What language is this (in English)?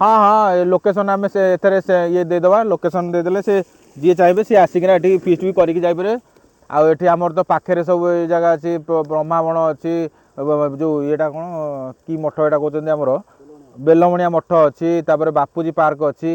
Odia